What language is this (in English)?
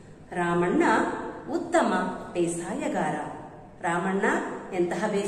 Kannada